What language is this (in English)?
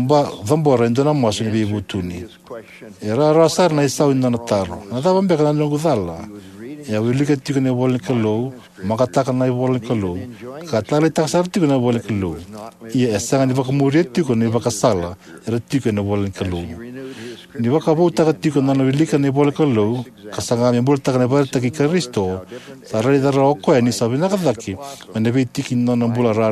Fijian